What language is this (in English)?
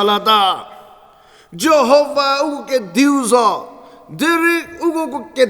Angami Naga